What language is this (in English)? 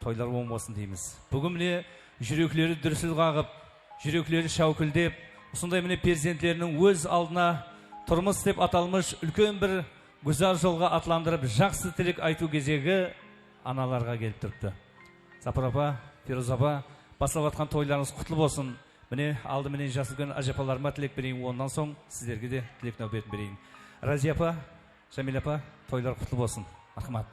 Kara-Kalpak